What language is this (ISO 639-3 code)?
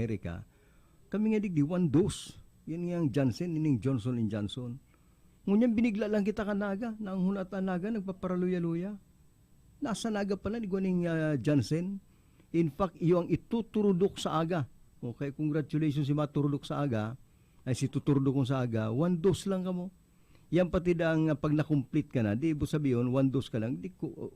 bik